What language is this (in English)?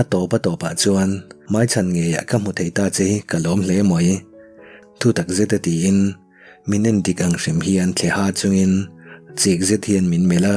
Mizo